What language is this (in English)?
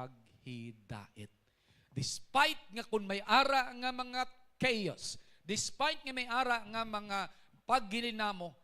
Hiligaynon